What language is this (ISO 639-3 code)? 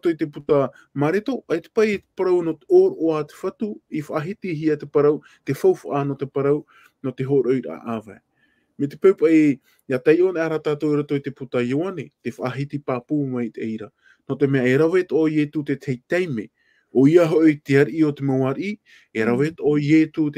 tah